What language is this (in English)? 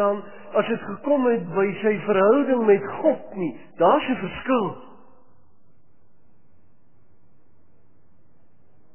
Afrikaans